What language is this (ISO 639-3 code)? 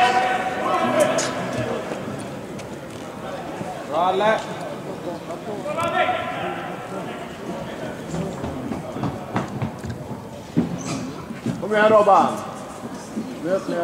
swe